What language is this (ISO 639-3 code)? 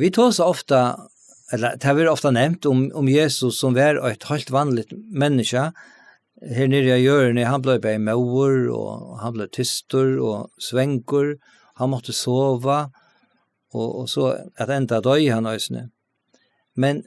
fao